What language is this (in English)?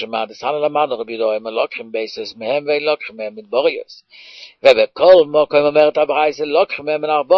Hebrew